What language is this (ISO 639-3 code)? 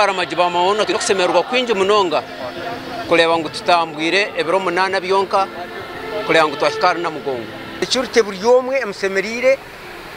nyn